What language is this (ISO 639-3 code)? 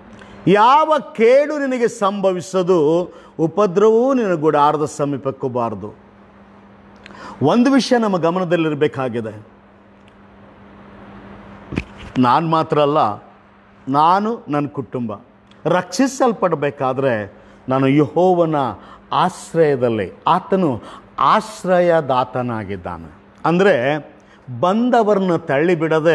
kan